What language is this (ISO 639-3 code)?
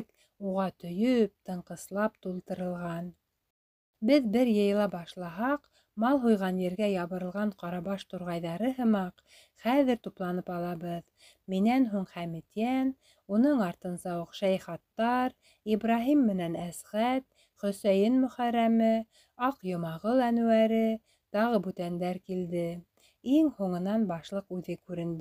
bak